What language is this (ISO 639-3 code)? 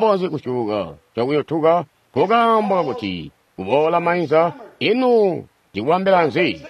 toi